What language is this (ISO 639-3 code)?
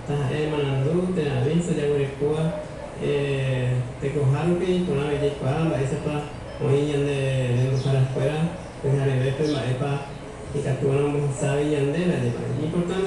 grn